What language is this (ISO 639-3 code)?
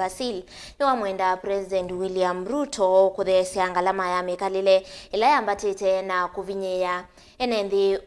kam